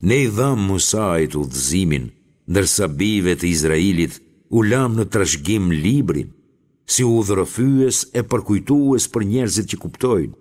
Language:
Albanian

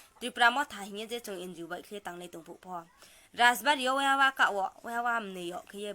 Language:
Riang (India)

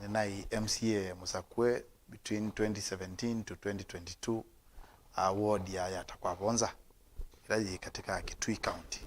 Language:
Kamba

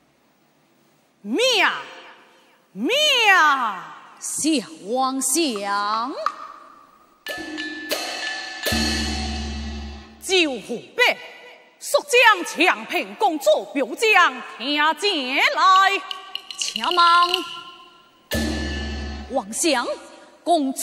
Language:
Chinese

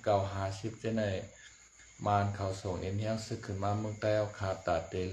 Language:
Shan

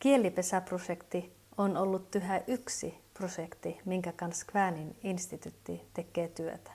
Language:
Kven Finnish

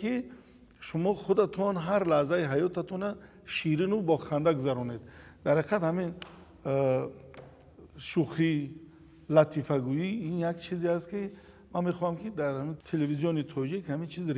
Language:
Tajik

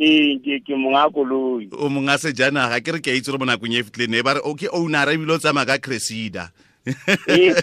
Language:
Tswana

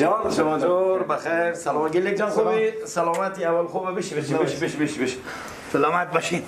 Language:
Persian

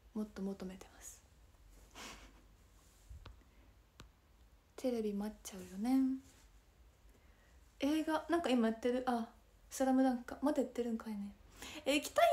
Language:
Japanese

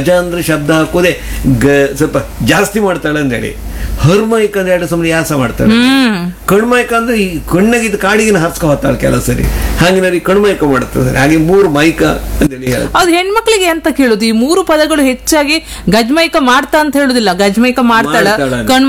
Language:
Kannada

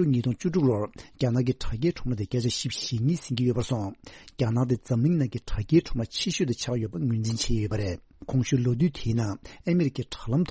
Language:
Tibetan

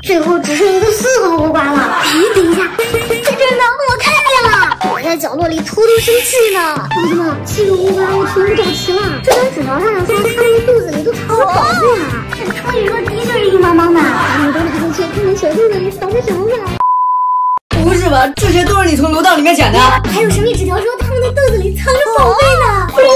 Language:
Chinese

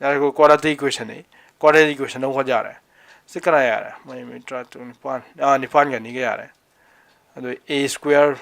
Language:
Manipuri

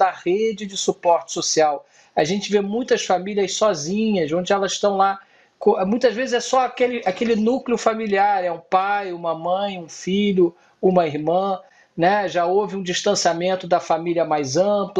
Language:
Portuguese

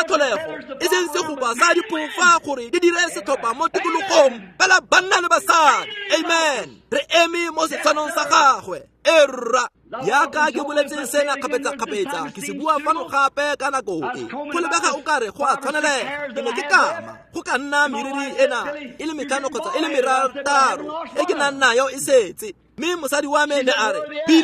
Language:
Tswana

